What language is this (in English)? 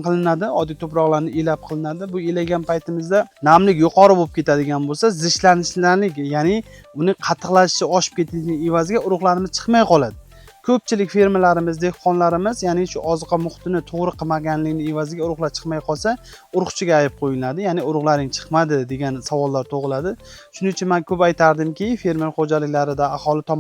Uzbek